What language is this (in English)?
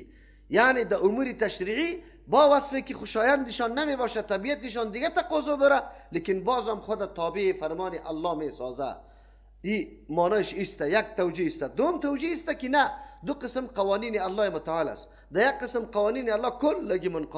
Persian